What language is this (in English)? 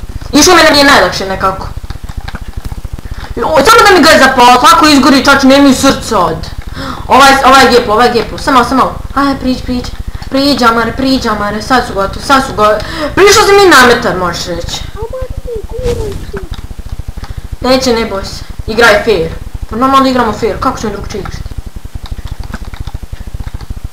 Bosnian